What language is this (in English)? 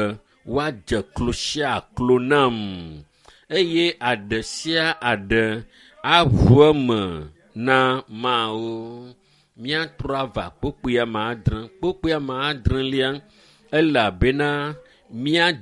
Ewe